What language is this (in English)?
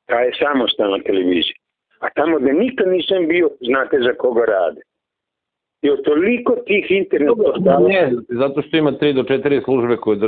Serbian